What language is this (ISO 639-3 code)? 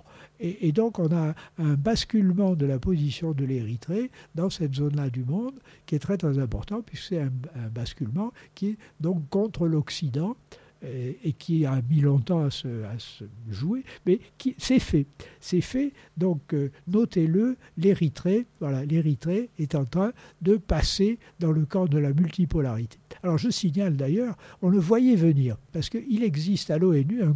fra